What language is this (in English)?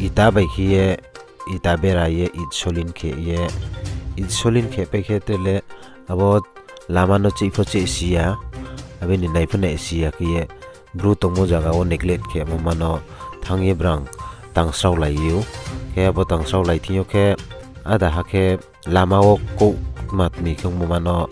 Riang (India)